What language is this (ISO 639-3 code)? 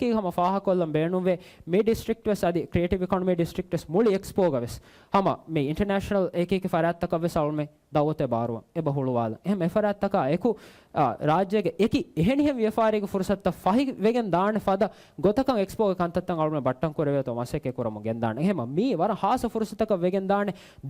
div